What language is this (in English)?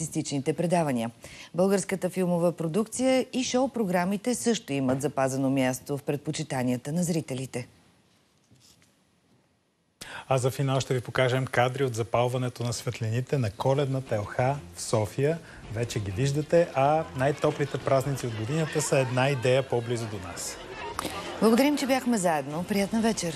Bulgarian